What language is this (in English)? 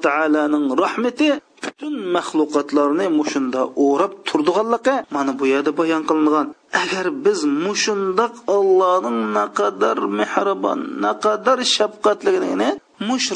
Uyghur